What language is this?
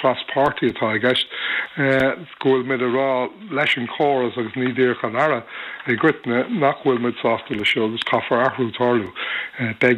Irish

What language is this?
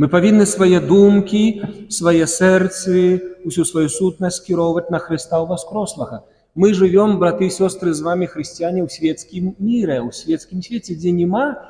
Belarusian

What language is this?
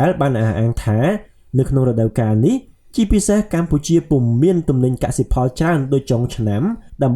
Khmer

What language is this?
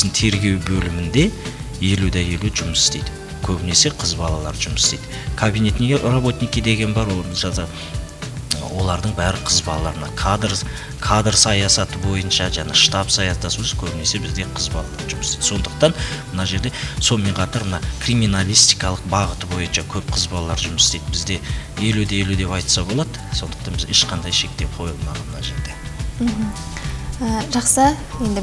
Kazakh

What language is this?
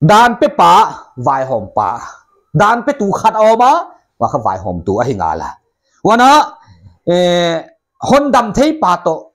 Paite Chin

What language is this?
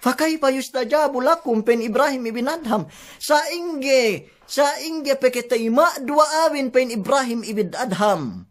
Yakan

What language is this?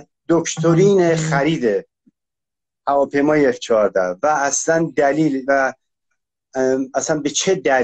Persian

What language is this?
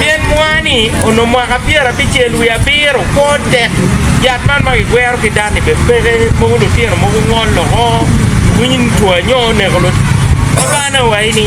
Acoli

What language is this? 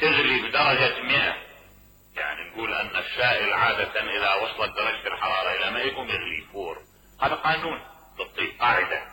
Mesopotamian Arabic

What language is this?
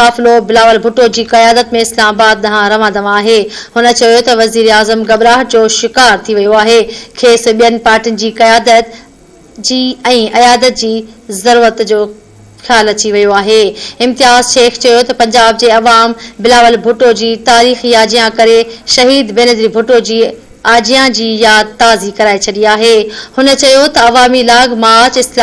Sindhi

